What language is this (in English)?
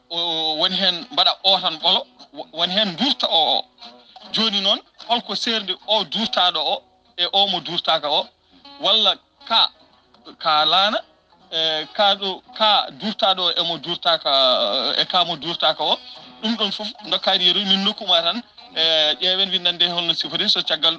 Fula